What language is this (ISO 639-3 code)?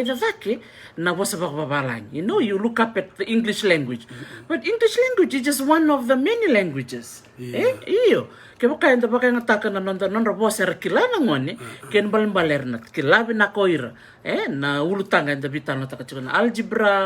fij